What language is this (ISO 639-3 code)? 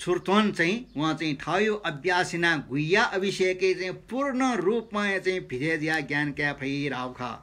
new